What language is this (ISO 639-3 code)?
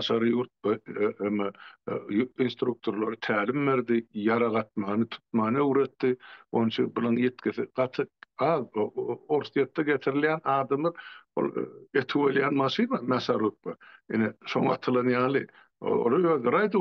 tuk